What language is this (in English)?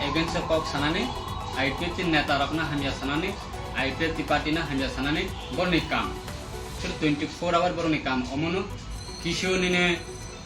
Riang (India)